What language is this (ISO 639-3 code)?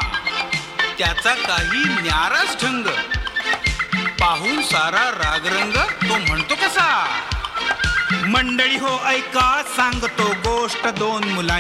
mar